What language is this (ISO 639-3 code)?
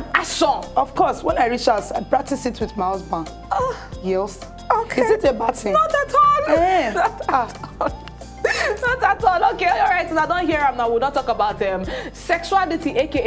pcm